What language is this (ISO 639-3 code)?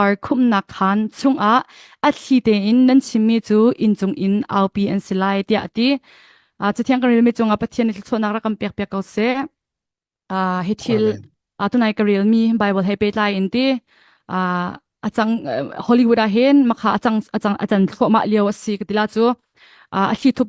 cnh